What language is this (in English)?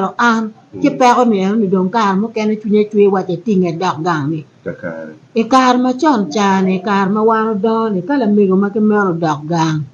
Acoli